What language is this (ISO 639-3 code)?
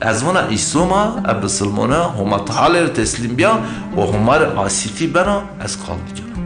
zza